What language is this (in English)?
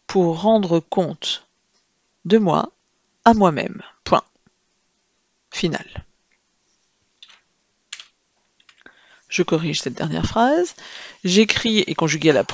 French